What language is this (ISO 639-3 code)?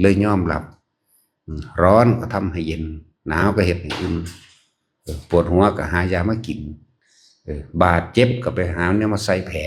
tts